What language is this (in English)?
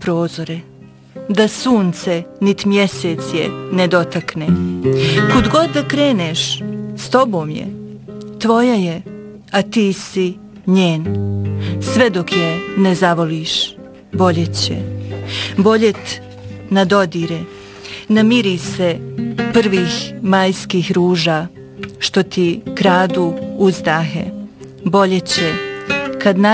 Bosnian